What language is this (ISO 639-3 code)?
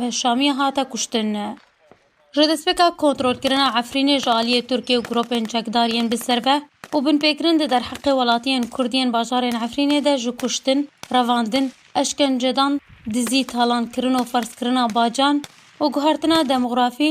kur